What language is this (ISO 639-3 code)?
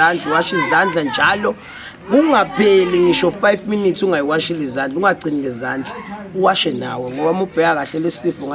zul